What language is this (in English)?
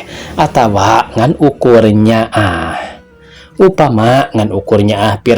Sundanese